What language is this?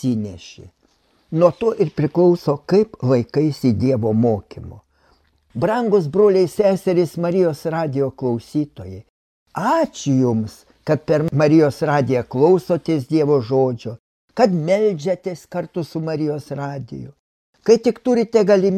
Lithuanian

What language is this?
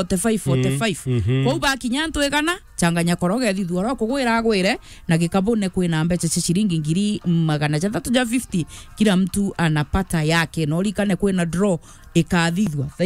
Meru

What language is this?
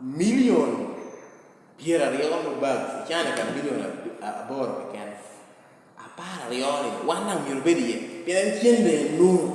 Lango (Uganda)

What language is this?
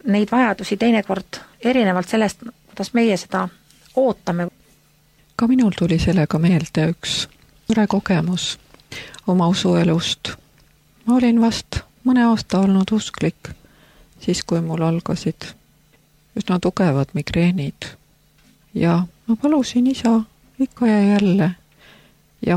Estonian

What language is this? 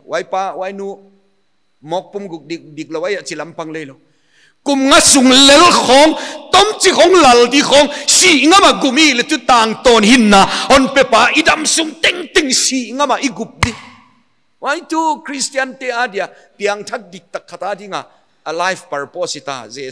Paite Chin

